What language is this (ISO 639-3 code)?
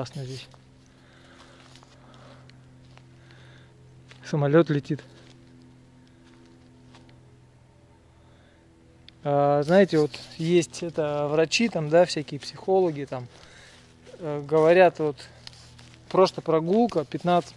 rus